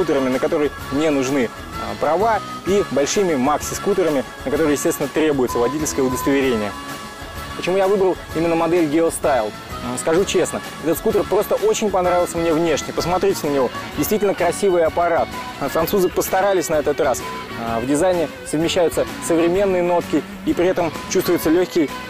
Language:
Russian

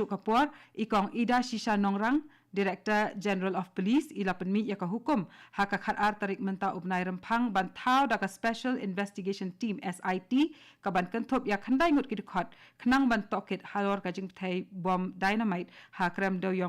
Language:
Khasi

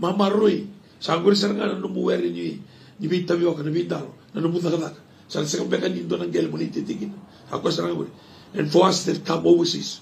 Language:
Fijian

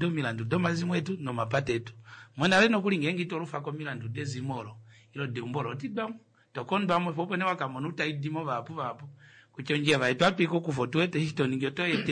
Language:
Kuanyama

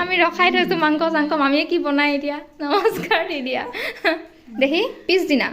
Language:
Assamese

